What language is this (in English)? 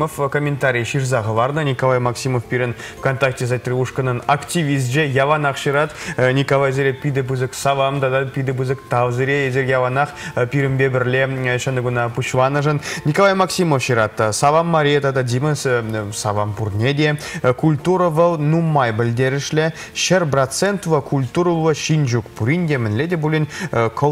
Chuvash